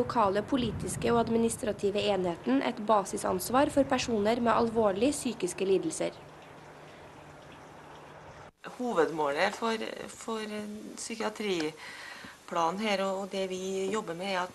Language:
Norwegian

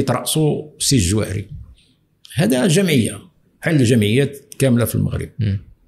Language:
Moroccan Arabic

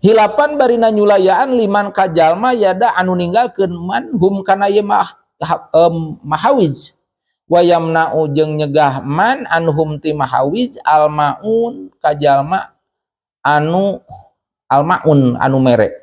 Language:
Sundanese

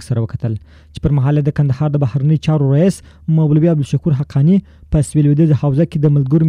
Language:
Pashto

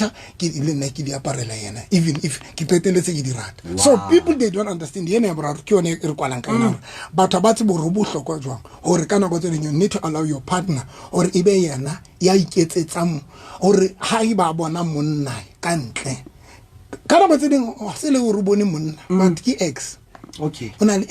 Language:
Southern Sotho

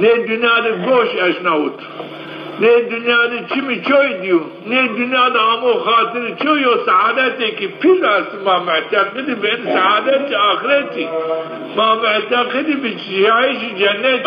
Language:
Zaza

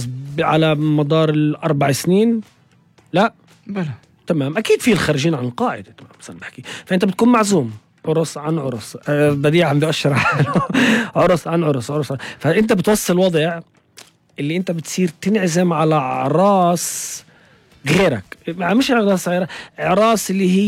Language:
North Levantine Arabic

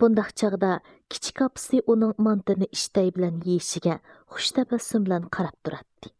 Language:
Uyghur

